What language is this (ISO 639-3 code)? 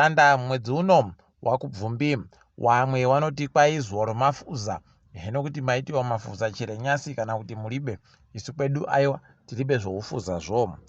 ndc